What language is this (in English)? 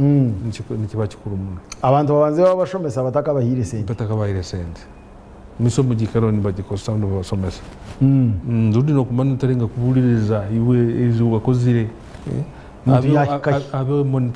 Nyankole